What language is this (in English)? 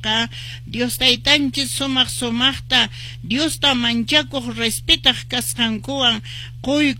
Quechua